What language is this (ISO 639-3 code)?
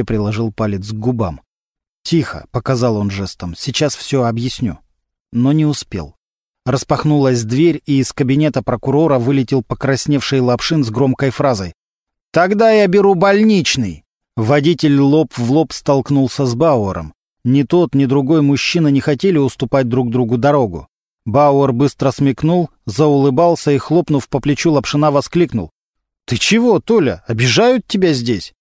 rus